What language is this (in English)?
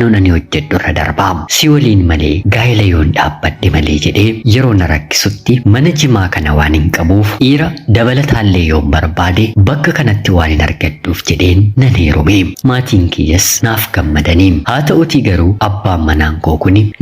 Oromo